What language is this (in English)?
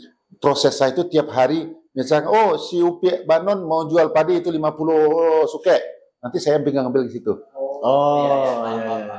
Indonesian